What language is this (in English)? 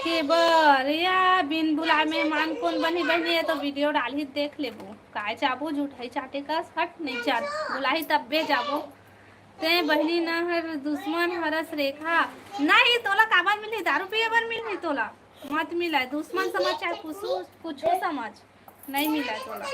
Chhattisgarhi